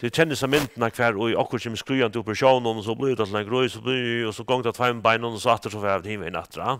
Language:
Faroese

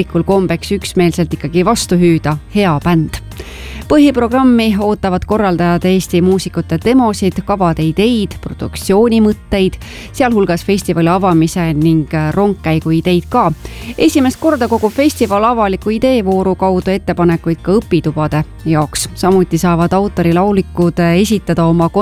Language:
Estonian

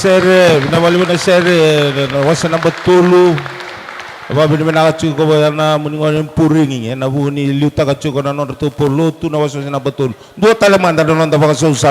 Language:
Fijian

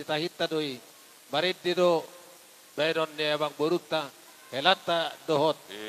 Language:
Batak Toba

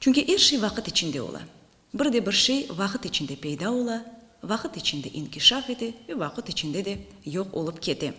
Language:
Crimean Tatar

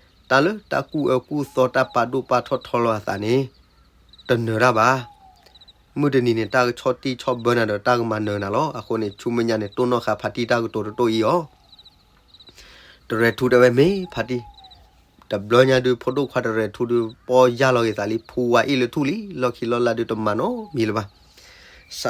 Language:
S'gaw Karen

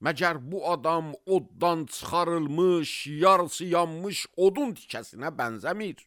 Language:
Azerbaijani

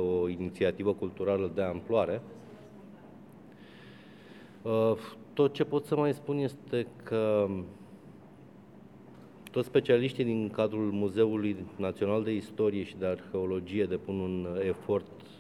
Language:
Romanian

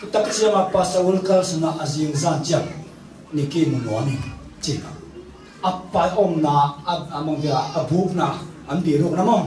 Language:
Tedim Chin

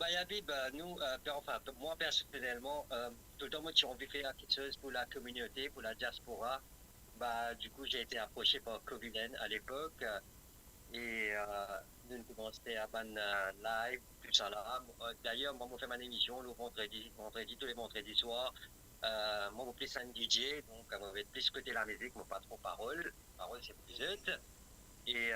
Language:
Morisyen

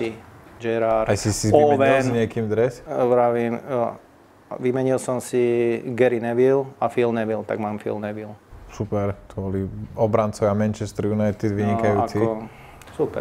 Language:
Slovak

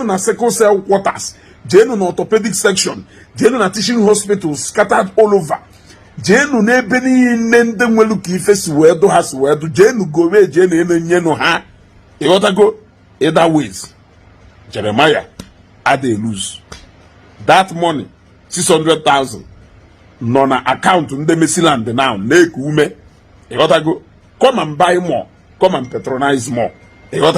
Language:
Igbo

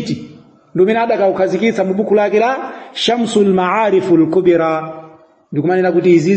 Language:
Nyanja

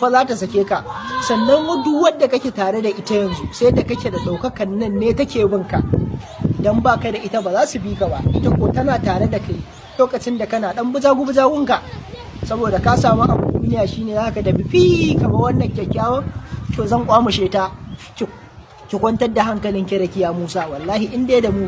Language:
Hausa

